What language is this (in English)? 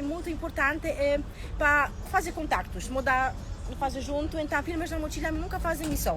Kabuverdianu